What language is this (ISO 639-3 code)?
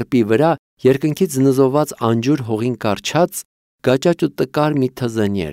hye